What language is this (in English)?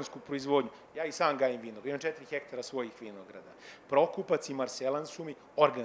Serbian